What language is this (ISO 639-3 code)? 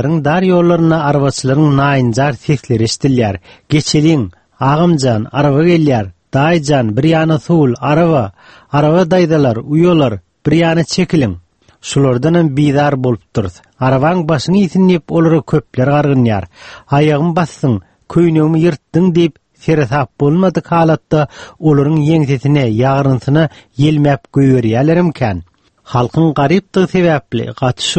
tuk